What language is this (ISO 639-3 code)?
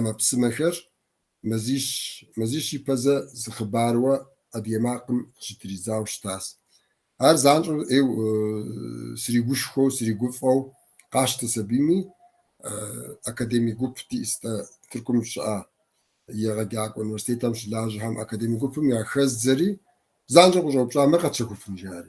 kbd